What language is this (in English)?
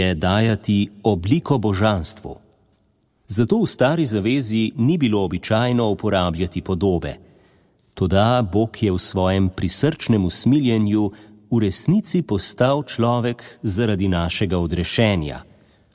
Slovenian